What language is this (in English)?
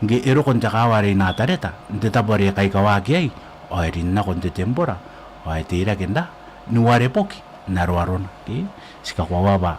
Gilbertese